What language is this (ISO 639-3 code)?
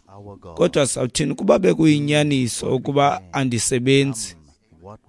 xho